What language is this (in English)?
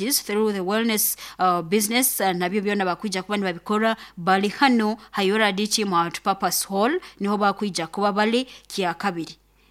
Nyoro